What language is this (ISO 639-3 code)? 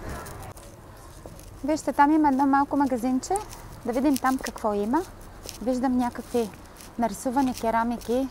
bul